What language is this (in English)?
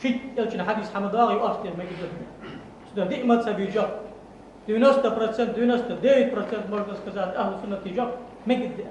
Ingush